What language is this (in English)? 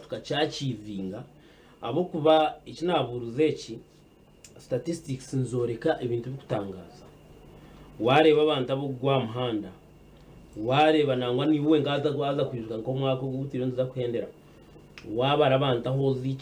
Nyankole